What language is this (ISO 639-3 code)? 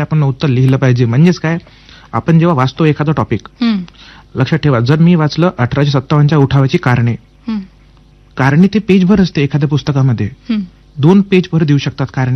mar